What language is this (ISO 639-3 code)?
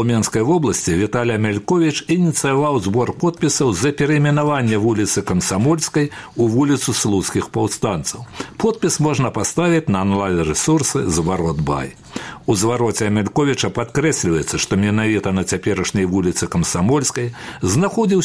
bel